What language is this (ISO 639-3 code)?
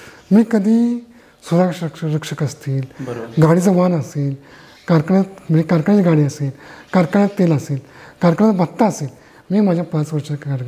mar